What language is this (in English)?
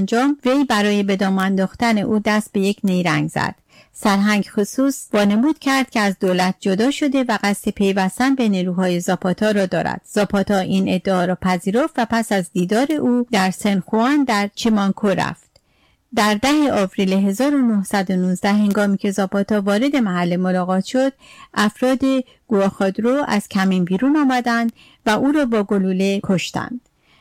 Persian